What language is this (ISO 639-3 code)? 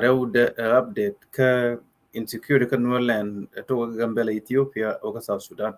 nus